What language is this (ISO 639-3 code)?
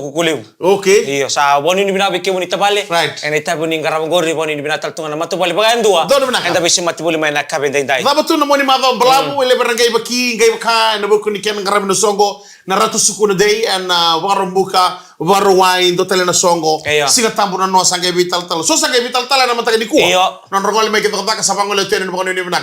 fij